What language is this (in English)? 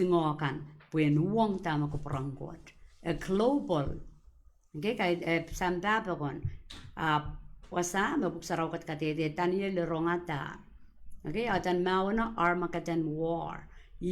Pohnpeian